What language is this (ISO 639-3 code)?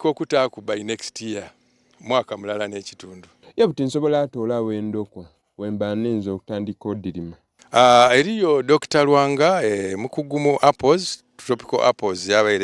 xog